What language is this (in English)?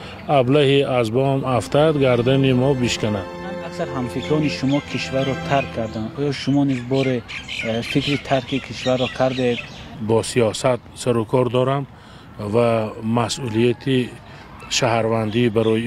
Tajik